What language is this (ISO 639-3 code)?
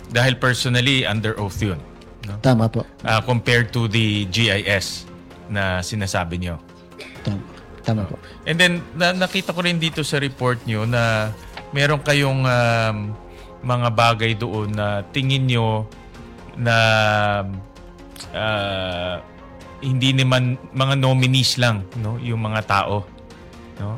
fil